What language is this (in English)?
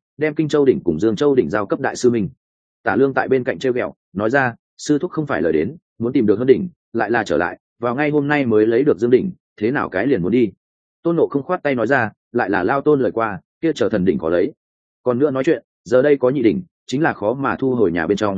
Vietnamese